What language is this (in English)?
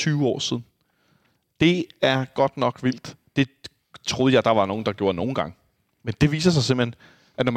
Danish